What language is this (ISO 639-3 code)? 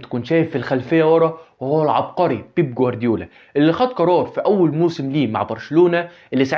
arz